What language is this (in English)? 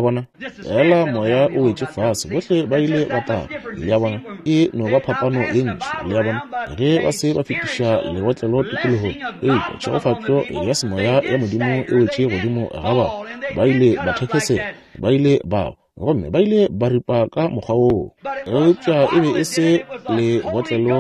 Northern Sotho